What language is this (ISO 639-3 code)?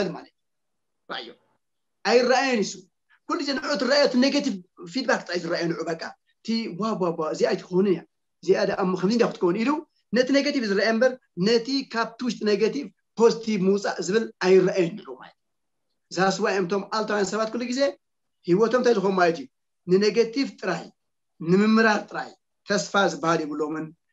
tir